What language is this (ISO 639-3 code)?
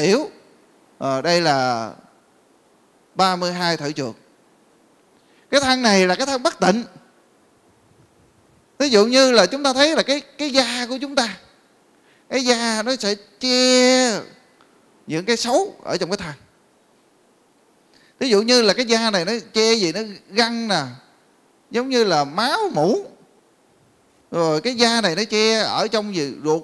vie